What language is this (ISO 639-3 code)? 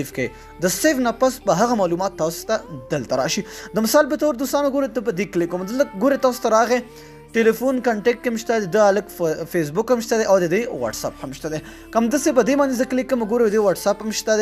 pus